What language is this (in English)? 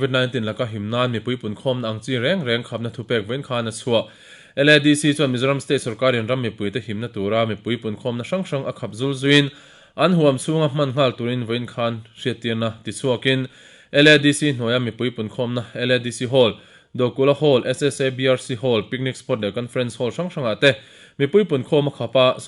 Mizo